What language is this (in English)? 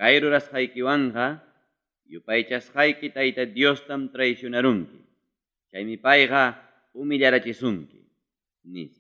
Ayacucho Quechua